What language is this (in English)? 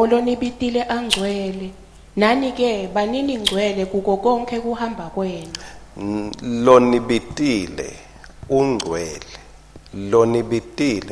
Swati